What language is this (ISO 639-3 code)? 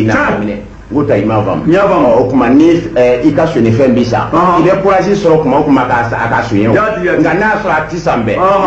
bam